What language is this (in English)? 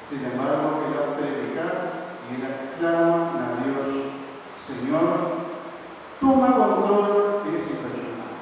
Papiamento